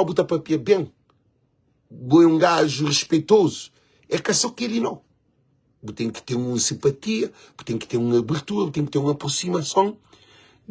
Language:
Kabuverdianu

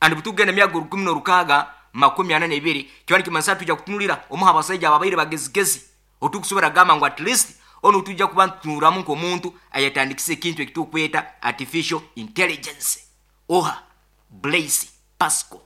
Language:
Nyoro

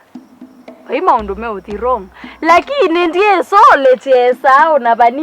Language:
Kamba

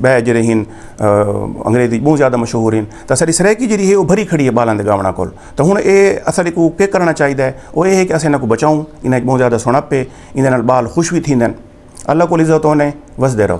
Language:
Saraiki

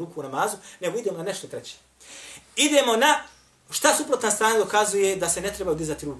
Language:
Bosnian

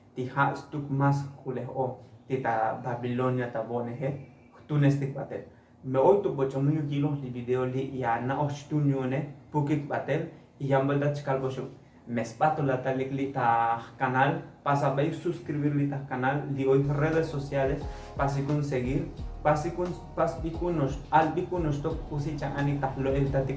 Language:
Tzotzil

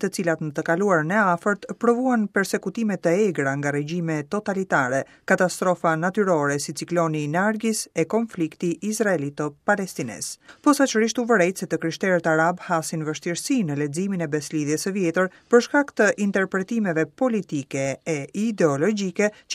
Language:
Albanian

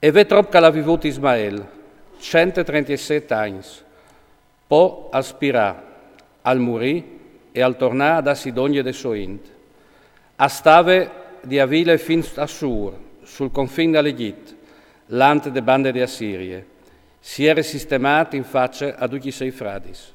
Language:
Friulian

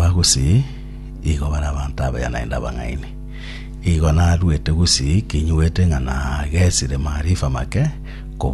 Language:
Gusii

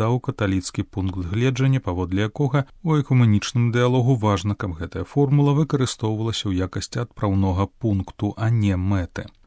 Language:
Belarusian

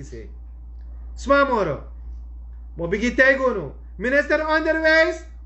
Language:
Sranan Tongo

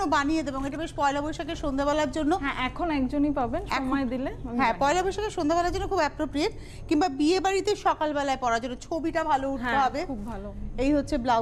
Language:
Bangla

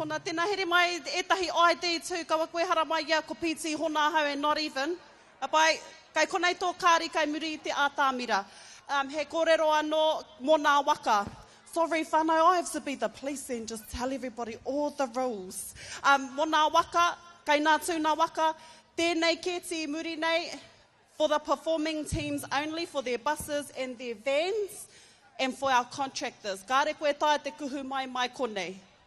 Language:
Māori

